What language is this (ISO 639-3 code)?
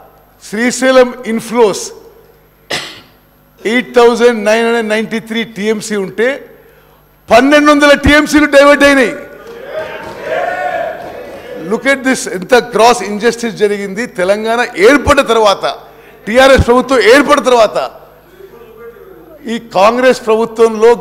tel